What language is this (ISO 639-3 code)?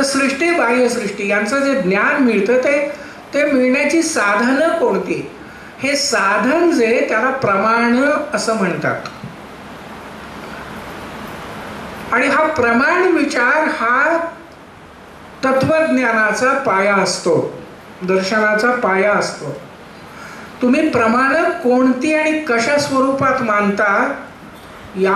mar